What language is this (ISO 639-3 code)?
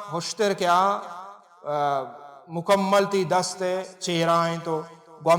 bal